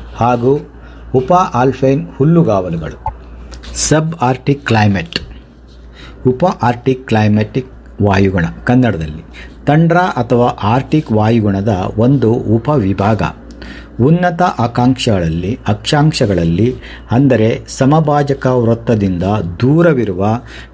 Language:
Kannada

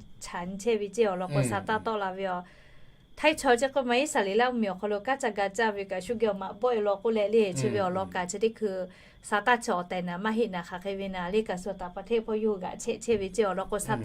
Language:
Lahu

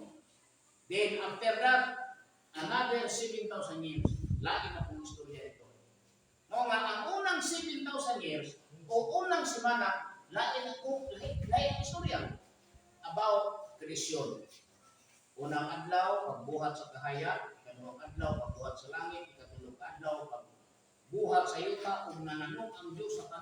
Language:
Cebuano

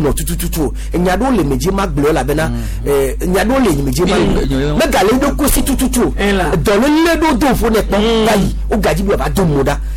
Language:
Gen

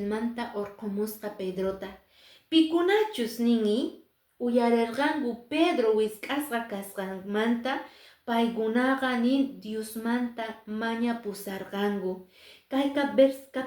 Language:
Quechua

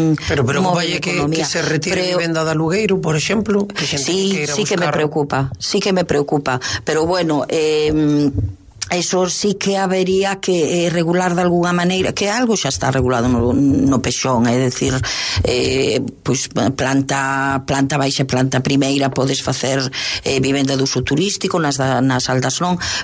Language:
Galician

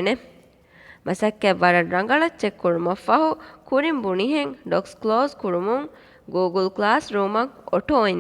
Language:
Divehi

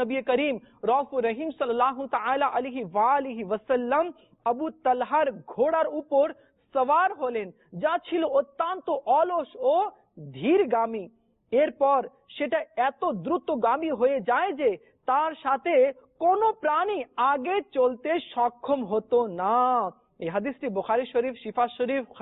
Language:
Bangla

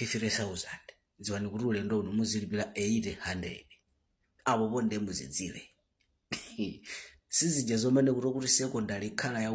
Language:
Nyanja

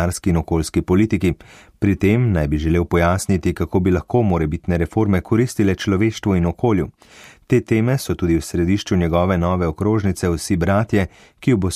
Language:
Slovenian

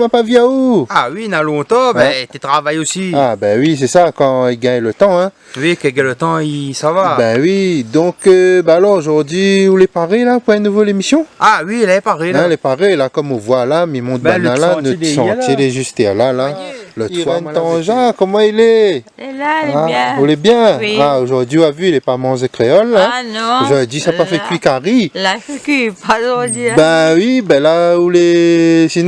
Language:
Réunion Creole French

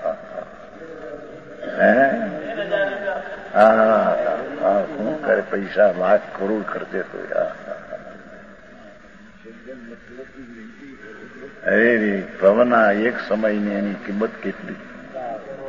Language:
Gujarati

